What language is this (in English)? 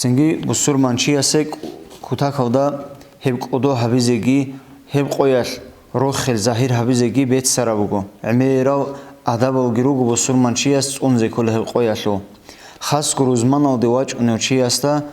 Avaric